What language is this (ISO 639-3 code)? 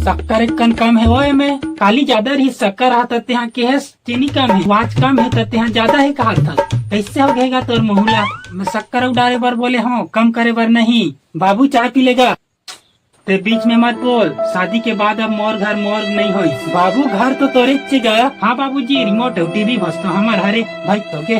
hne